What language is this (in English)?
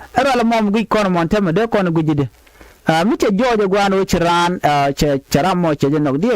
Nuer